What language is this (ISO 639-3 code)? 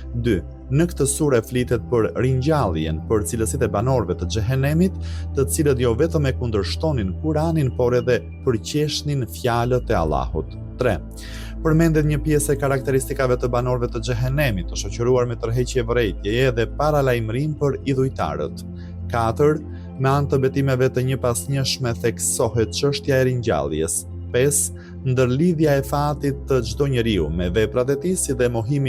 sqi